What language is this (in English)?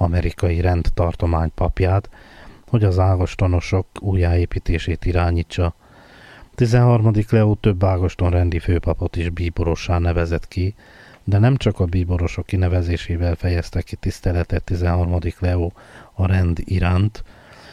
Hungarian